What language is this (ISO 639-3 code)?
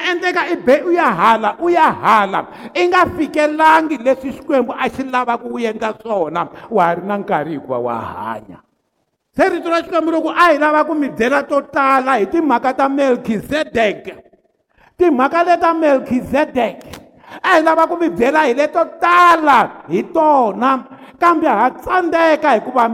tso